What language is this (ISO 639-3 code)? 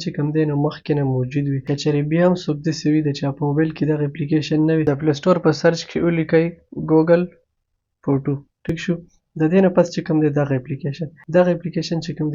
pus